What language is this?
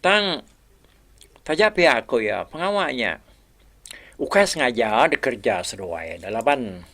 Iban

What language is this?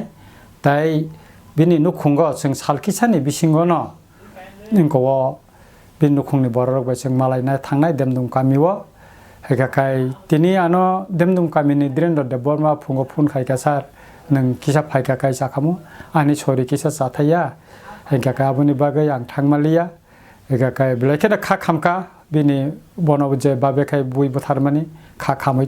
Kok Borok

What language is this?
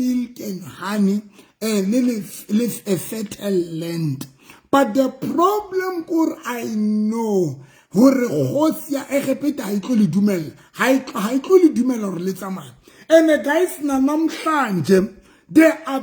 Southern Sotho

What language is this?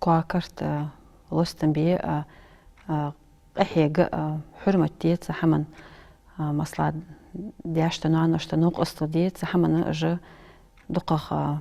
Ingush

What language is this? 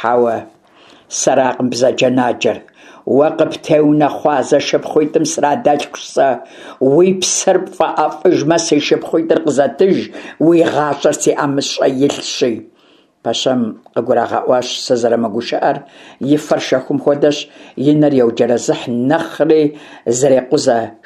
Kabardian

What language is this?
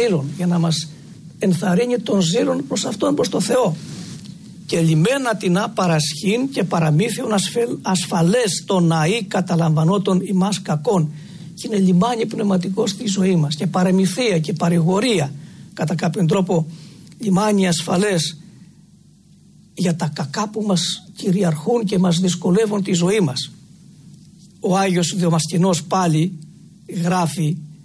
Greek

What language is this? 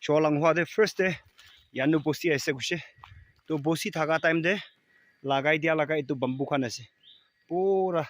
Naga Pidgin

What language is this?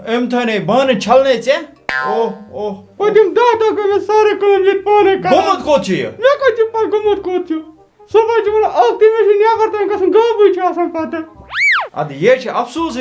Kashmiri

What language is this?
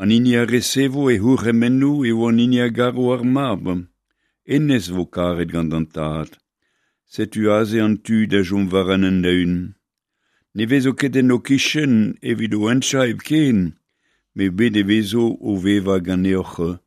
Breton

